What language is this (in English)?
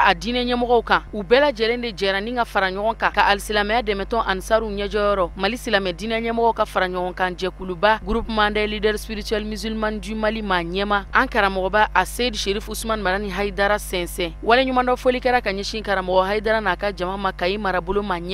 Bambara